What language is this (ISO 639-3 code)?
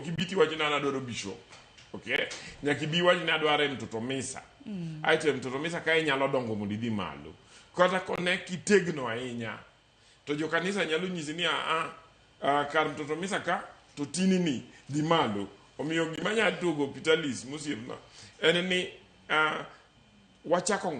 luo